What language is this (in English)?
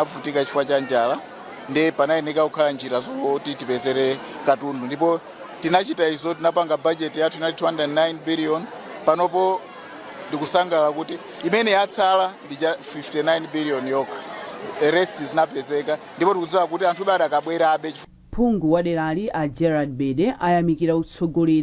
Nyanja